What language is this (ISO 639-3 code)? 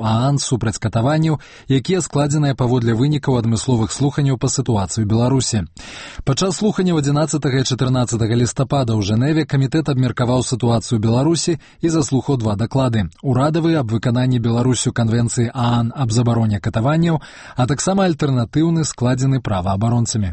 bel